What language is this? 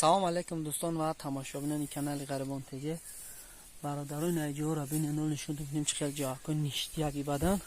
Tajik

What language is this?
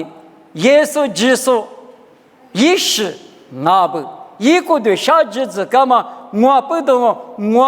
Lisu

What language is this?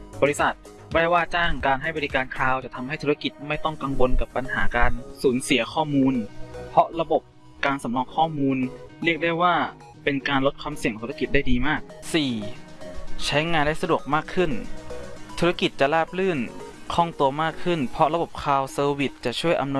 Thai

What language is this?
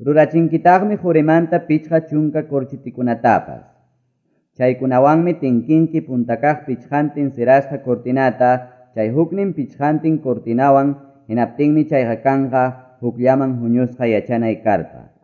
Quechua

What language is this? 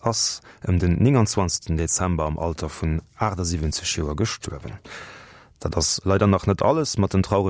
Luxembourgish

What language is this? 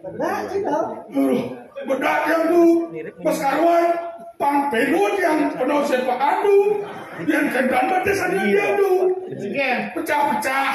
Balinese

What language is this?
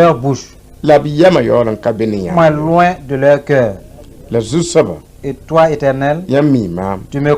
Mossi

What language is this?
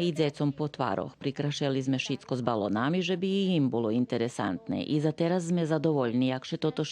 Rusyn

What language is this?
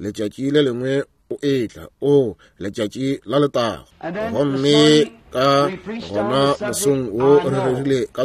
Northern Sotho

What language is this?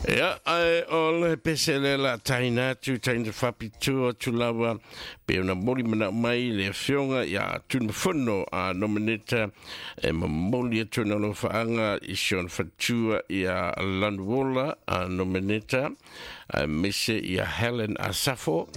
Samoan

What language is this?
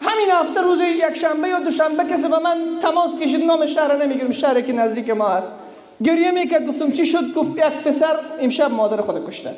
Persian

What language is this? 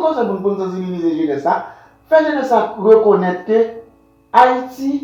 Haitian Creole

